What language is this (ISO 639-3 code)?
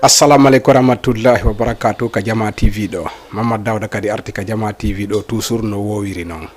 ful